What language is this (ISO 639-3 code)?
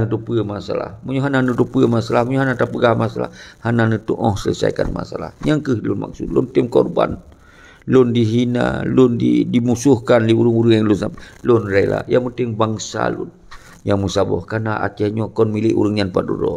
ace